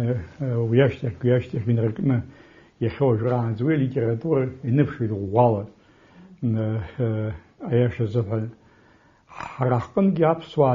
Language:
Abkhazian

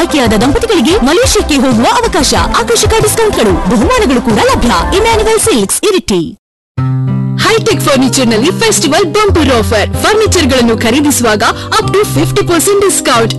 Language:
Kannada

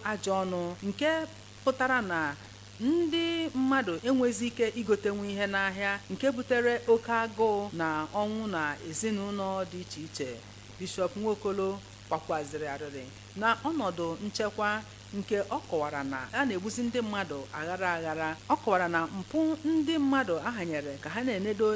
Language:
Igbo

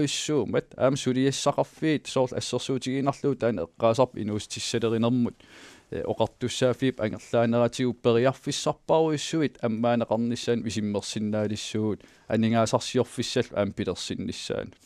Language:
Kalaallisut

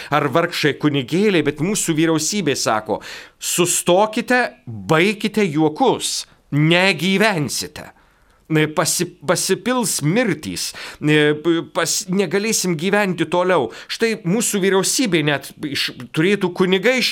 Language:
Lithuanian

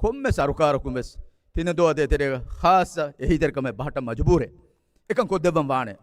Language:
Divehi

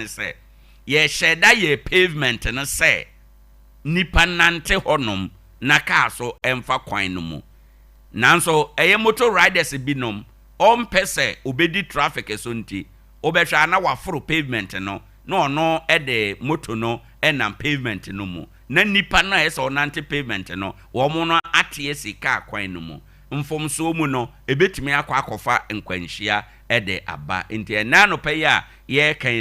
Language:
Akan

